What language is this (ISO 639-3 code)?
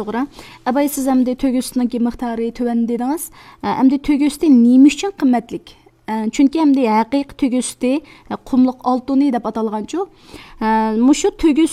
uig